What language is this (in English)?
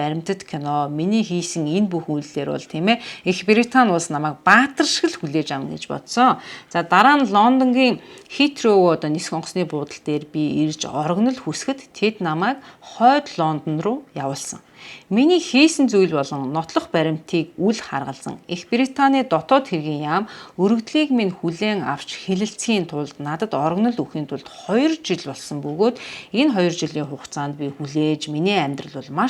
Mongolian